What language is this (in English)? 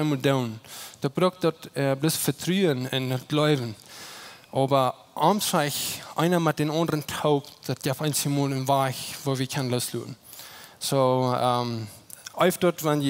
Plautdietsch